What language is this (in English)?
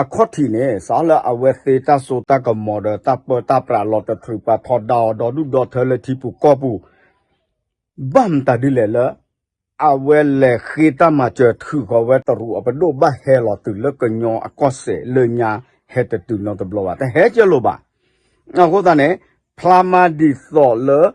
S'gaw Karen